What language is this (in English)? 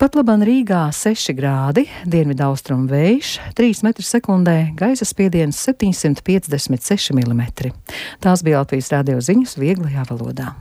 Latvian